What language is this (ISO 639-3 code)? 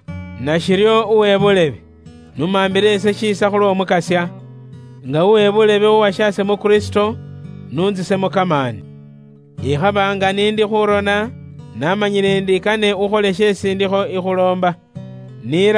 luy